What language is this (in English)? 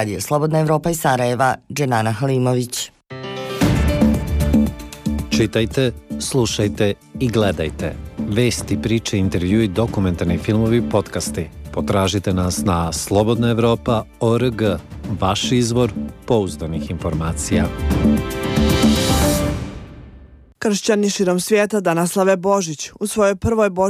Bosnian